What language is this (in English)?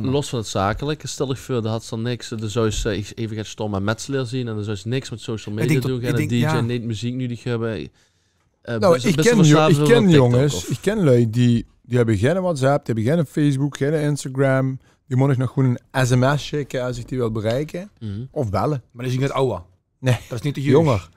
Limburgish